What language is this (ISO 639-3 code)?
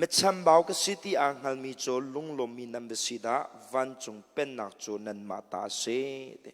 cnh